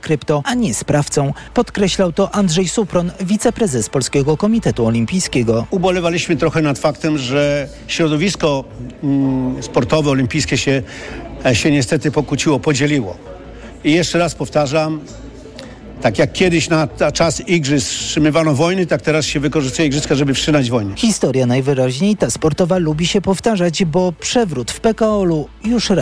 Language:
Polish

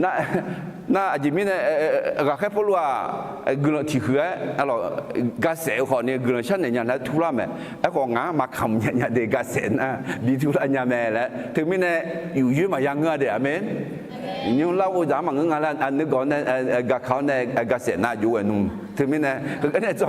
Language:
Akha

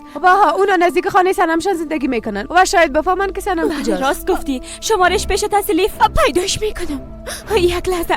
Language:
Persian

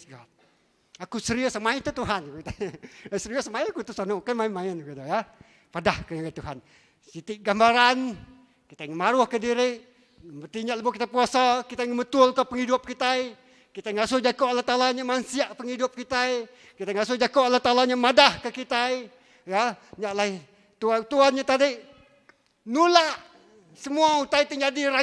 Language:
Iban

